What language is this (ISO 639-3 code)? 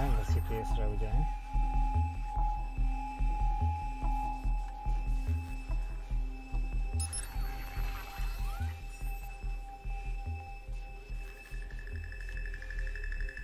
hun